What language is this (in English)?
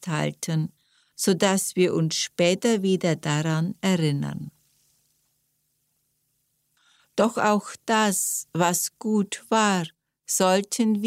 German